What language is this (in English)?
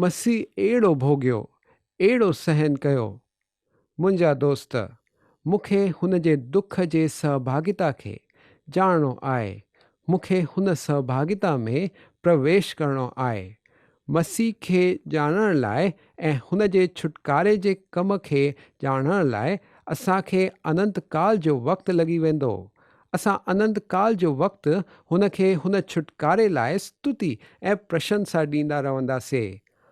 Sindhi